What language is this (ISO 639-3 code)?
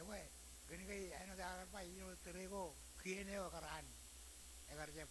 mah